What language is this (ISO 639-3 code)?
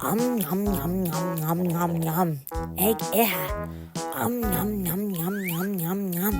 gle